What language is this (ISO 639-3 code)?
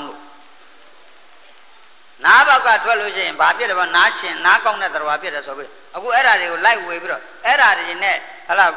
mya